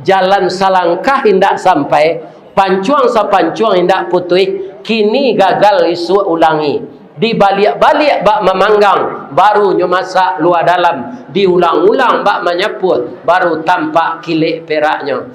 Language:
Minangkabau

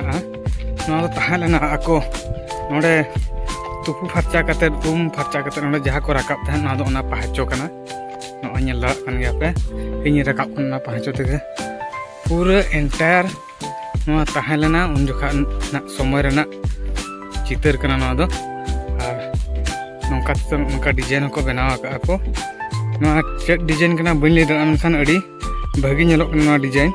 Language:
Santali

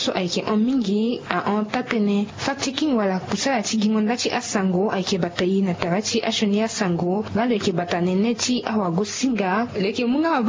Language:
Sango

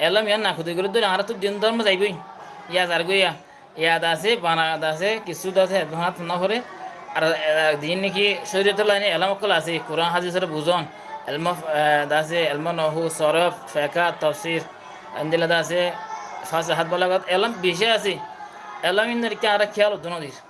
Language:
Rohingya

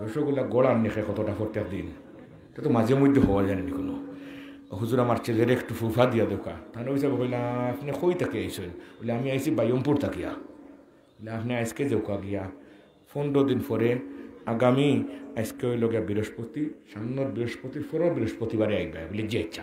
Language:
Sylheti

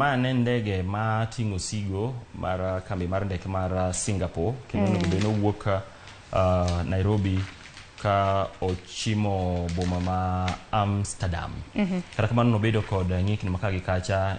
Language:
Luo (Kenya and Tanzania)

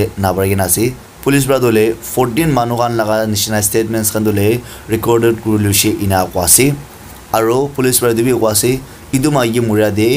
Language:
Naga Pidgin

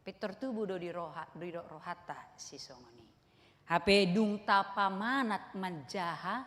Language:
Batak Toba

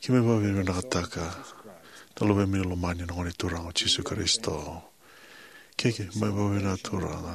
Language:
Fijian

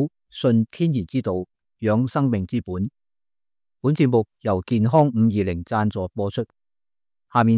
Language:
Cantonese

